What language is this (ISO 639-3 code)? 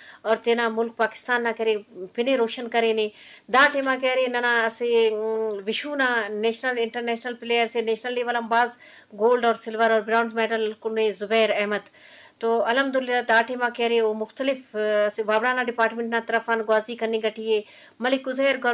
bgp